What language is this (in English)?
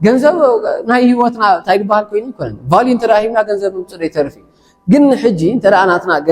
Tigrinya